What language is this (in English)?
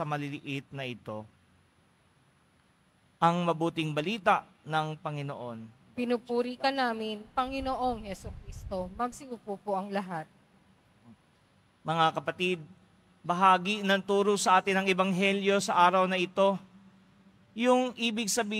Filipino